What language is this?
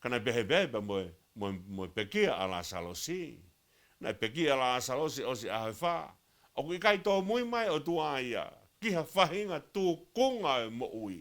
Tongan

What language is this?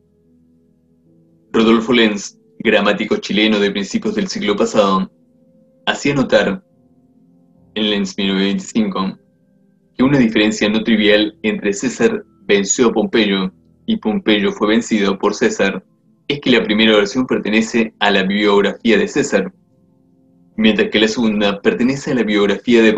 Spanish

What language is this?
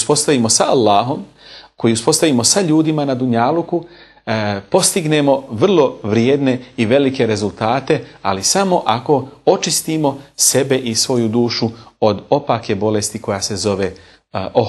Bosnian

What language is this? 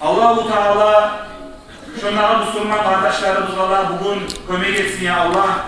Kumyk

